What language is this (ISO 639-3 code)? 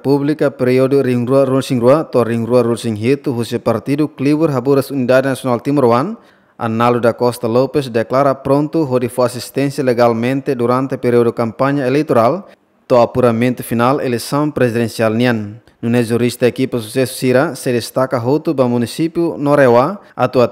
tet